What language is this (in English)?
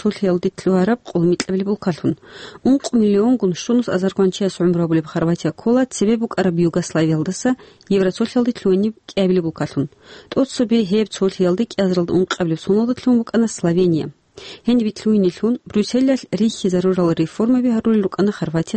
Avaric